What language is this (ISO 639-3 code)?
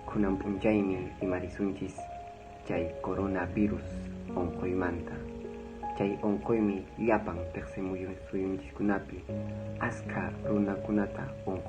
que